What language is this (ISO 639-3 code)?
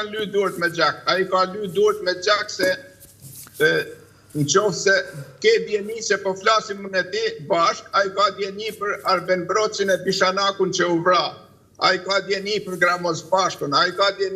sqi